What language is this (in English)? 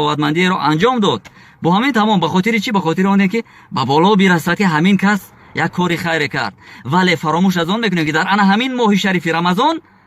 Tajik